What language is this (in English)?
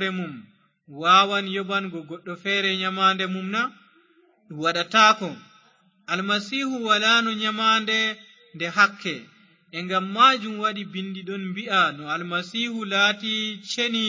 Fula